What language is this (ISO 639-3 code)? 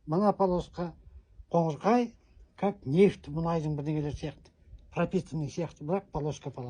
kaz